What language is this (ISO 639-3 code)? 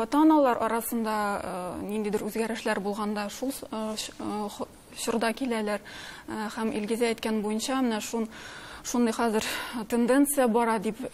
tat